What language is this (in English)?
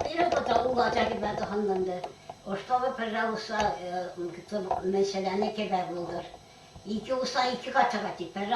Chuvash